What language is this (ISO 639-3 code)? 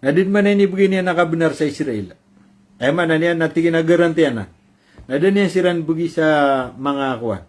mrw